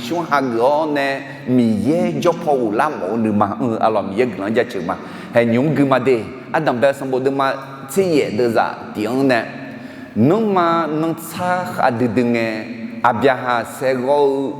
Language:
Akha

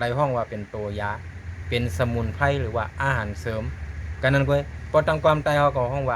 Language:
Shan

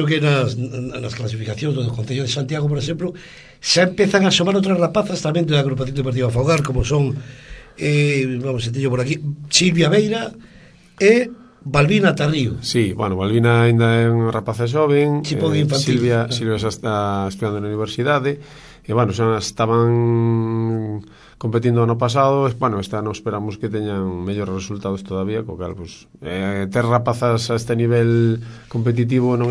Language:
Galician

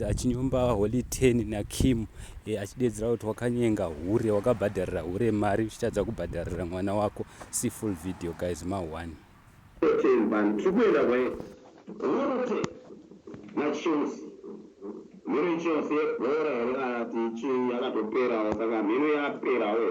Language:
Shona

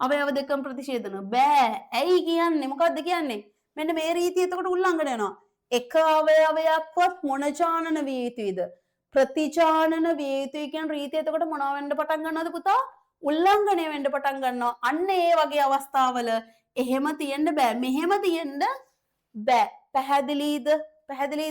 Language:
Sinhala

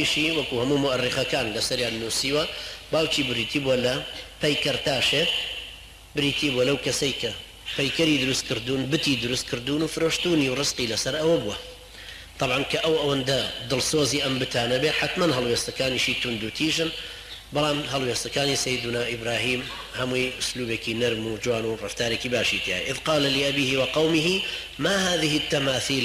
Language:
Central Kurdish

